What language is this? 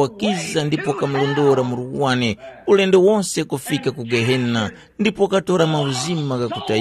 Tumbuka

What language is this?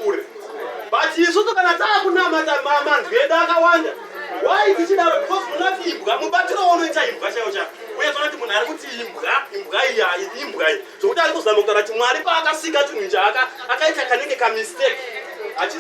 Shona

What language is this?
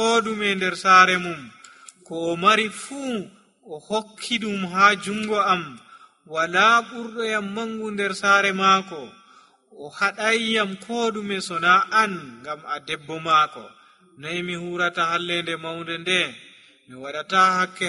Nigerian Fulfulde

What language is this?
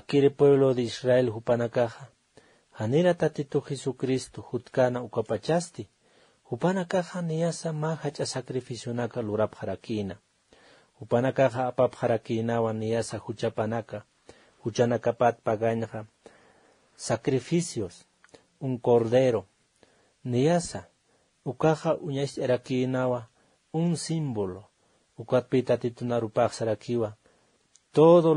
Aymara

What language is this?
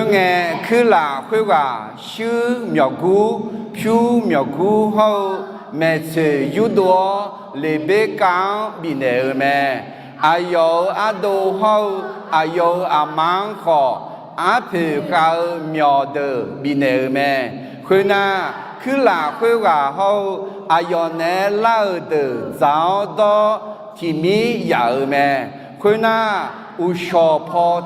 Akha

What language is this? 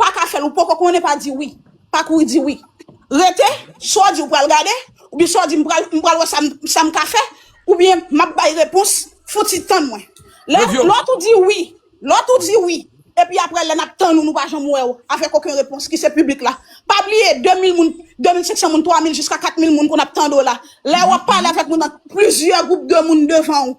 Haitian Creole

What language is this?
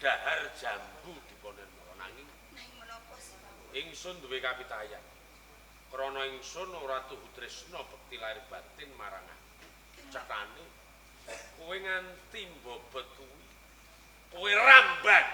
Javanese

